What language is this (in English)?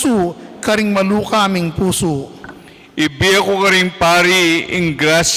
Pampanga